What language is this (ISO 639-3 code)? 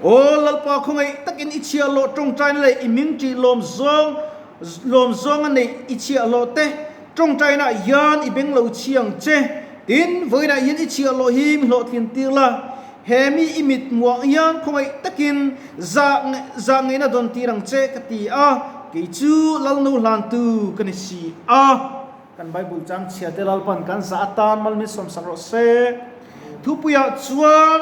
lus